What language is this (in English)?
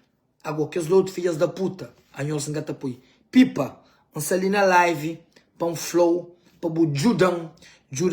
Kabuverdianu